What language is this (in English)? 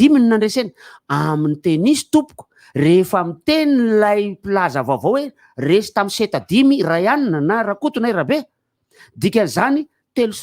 Malagasy